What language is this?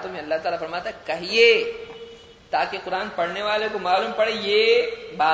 Urdu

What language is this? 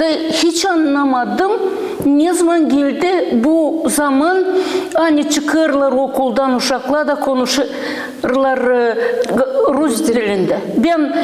Gagauz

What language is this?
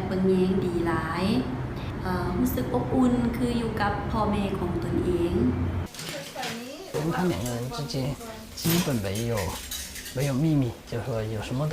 Lao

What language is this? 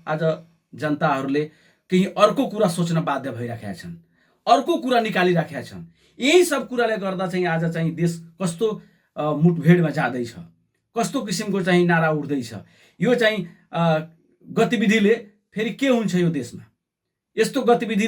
Nepali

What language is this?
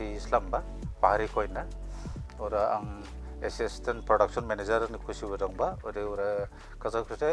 Dimasa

